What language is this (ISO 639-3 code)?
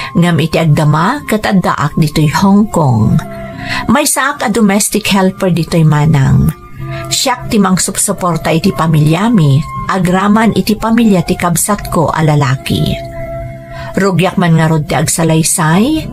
ilo